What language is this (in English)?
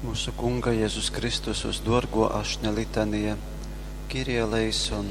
Latgalian